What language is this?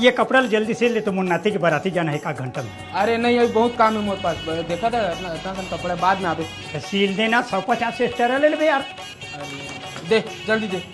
Chhattisgarhi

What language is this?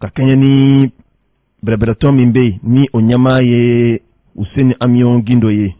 Bambara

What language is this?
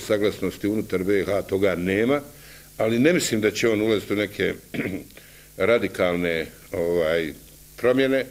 Bosnian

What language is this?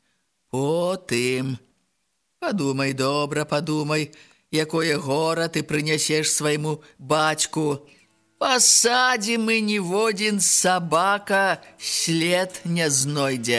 Belarusian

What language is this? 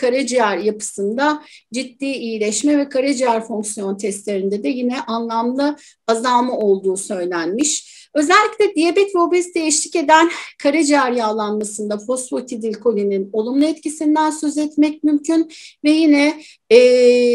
Turkish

